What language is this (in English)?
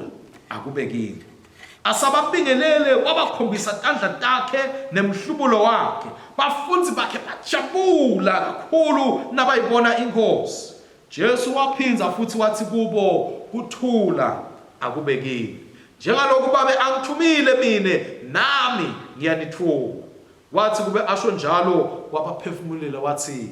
Swati